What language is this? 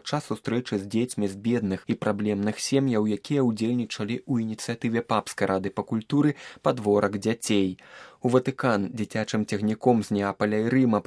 Belarusian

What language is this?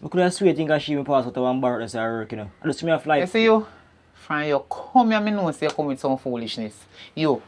Jamaican Creole English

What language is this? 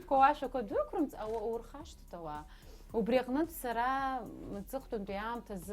Abkhazian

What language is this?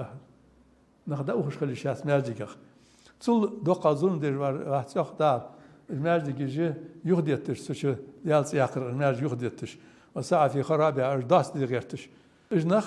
Ingush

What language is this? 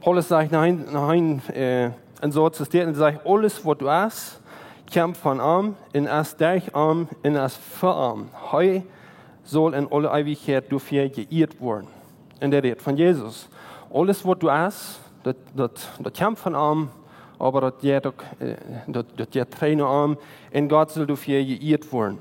Plautdietsch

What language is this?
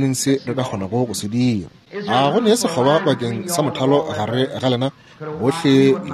Northern Sotho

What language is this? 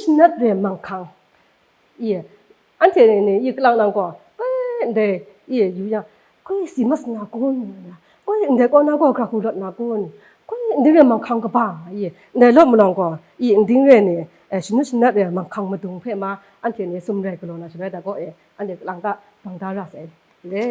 Kachin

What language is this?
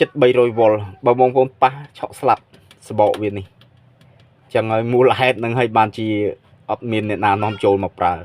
Khmer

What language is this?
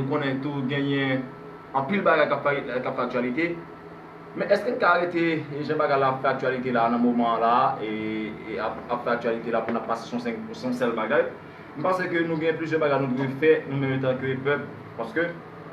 Haitian Creole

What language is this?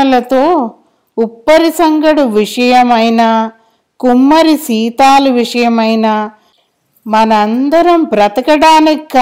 Telugu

